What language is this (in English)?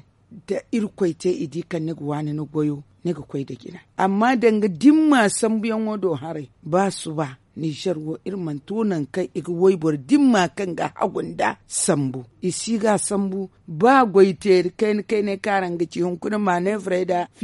Zarma